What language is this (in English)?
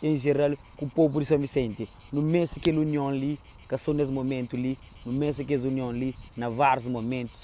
Kabuverdianu